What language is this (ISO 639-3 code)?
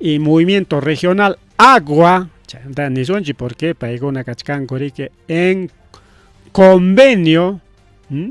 quy